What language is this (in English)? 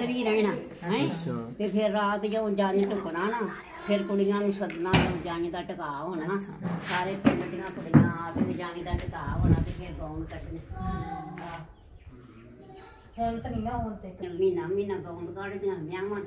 Punjabi